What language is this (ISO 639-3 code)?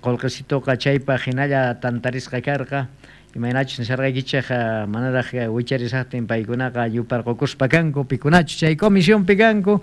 quh